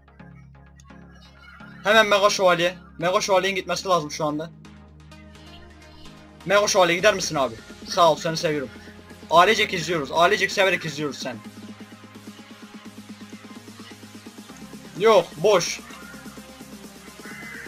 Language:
Turkish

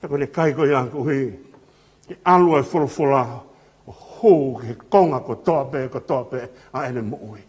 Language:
Tongan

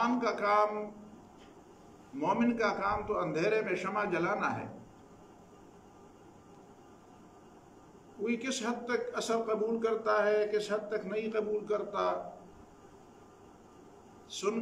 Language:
Urdu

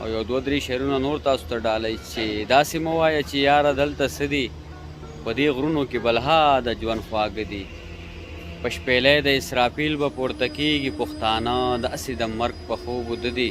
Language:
Pashto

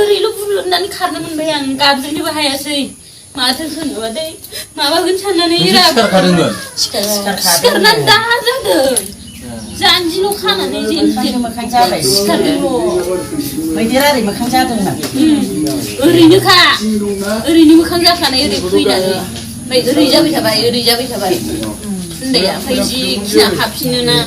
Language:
Bodo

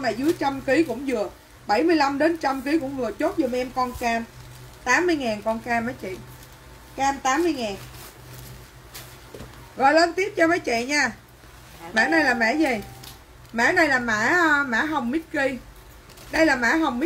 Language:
Vietnamese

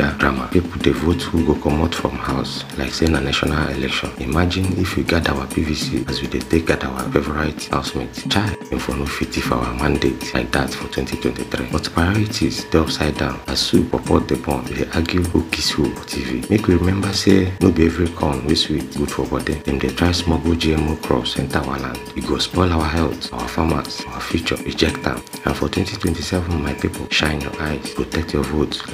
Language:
Nigerian Pidgin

